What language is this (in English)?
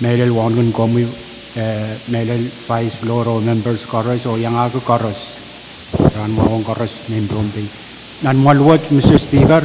Pohnpeian